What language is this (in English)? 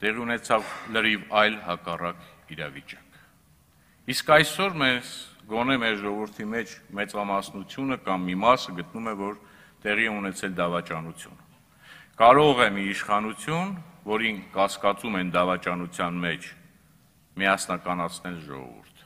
Armenian